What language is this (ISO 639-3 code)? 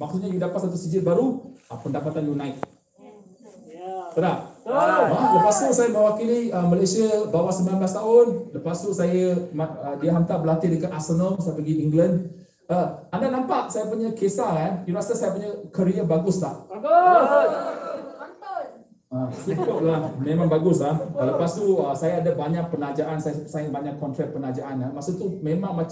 msa